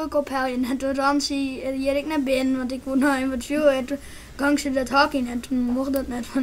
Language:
Western Frisian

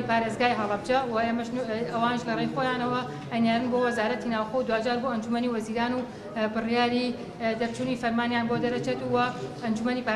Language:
Central Kurdish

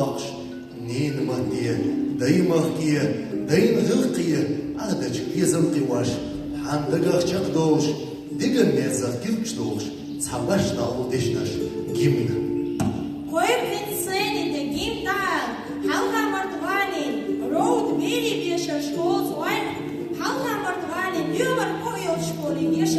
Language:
Chechen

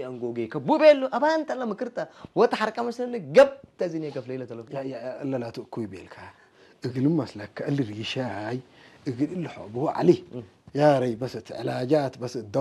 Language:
Tigrinya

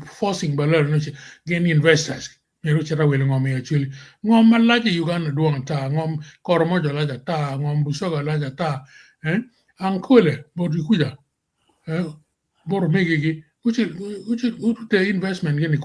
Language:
Acoli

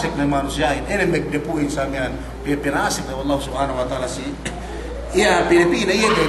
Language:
Yakan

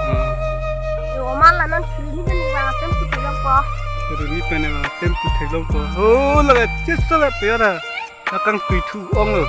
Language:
Karbi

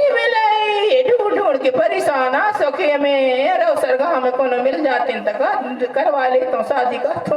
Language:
Chhattisgarhi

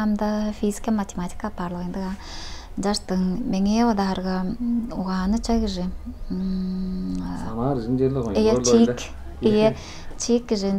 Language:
Tuvinian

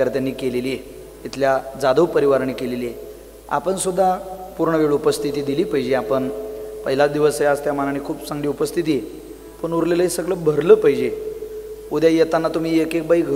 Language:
Marathi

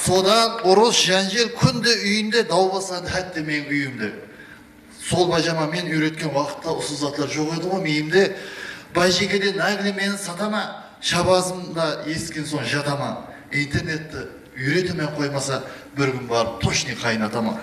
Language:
Kara-Kalpak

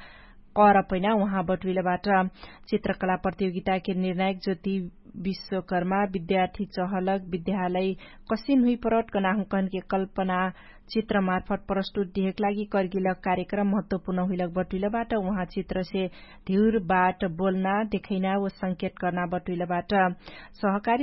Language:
Dangaura Tharu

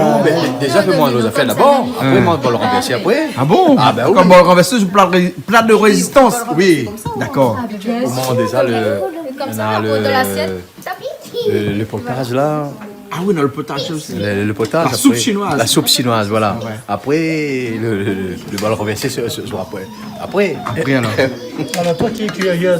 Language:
Réunion Creole French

